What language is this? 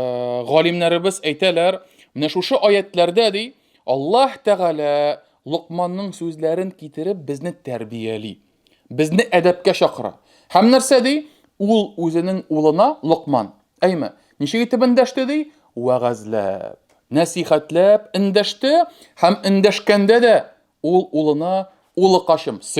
Tatar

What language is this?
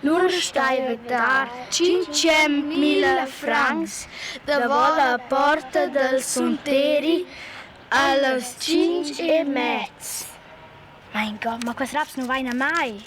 Romansh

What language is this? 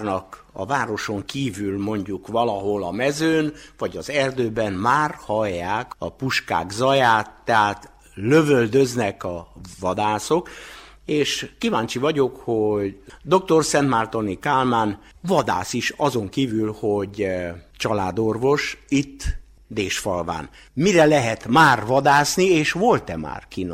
Hungarian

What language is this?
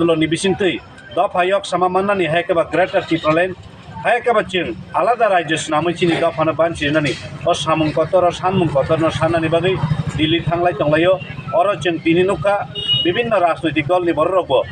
Kok Borok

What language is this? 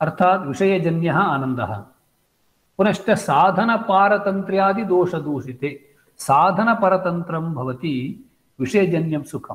Sanskrit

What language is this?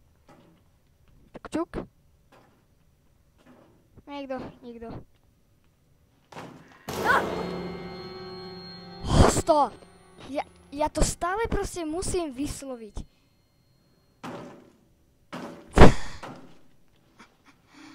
Slovak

